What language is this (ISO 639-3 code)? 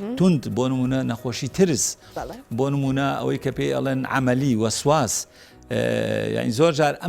ckb